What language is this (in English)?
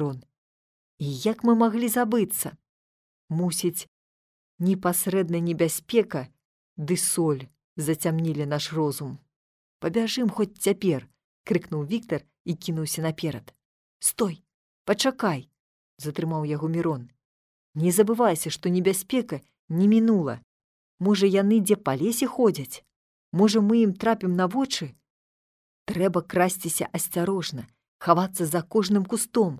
Belarusian